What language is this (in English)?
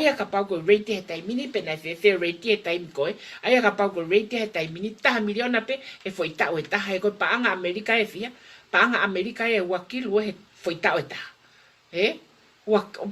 Tongan